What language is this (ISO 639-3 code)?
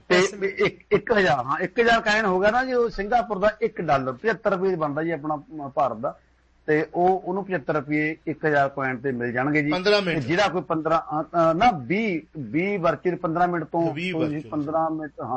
pan